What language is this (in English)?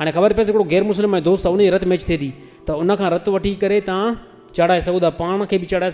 Sindhi